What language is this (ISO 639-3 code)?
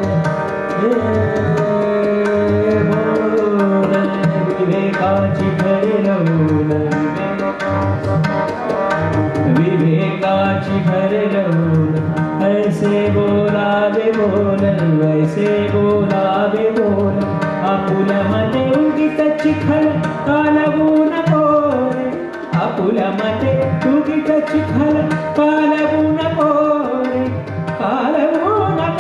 mar